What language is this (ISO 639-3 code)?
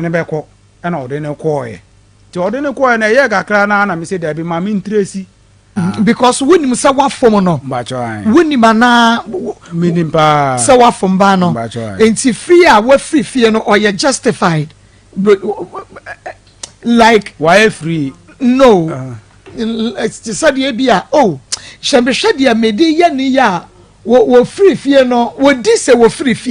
aka